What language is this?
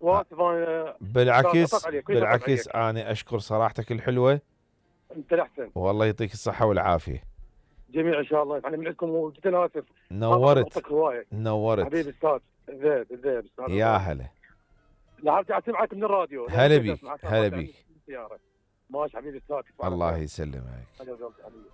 Mesopotamian Arabic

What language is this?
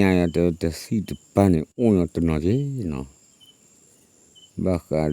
S'gaw Karen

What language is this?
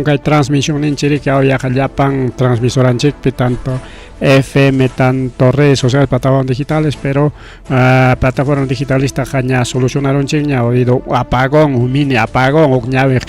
Ayacucho Quechua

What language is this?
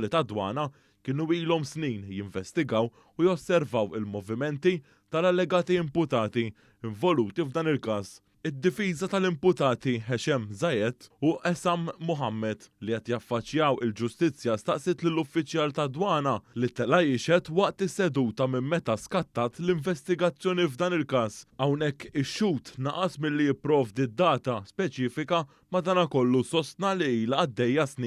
Maltese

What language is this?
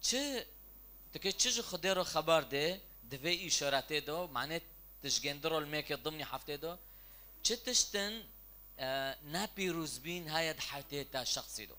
Kurdish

